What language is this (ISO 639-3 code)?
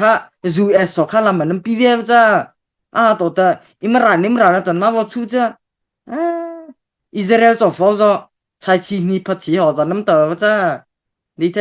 mrh